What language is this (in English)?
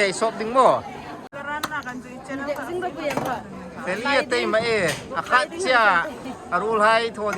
Hmar